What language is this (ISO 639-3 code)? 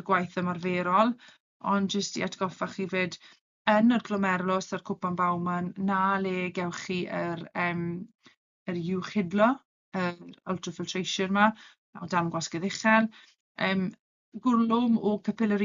cym